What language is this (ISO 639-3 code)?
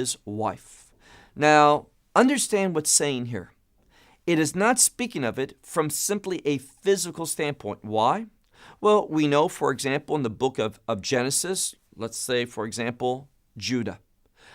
eng